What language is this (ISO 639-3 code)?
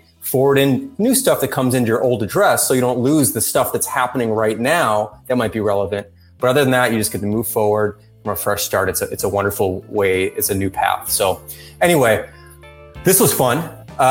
eng